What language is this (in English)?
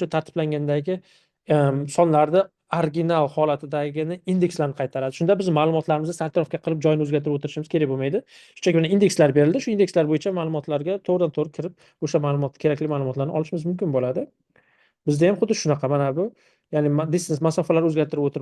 Uzbek